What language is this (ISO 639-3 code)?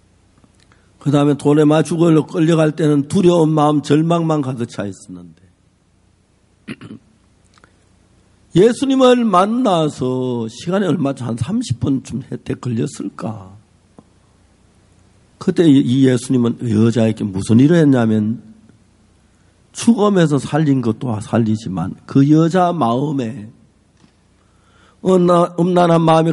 kor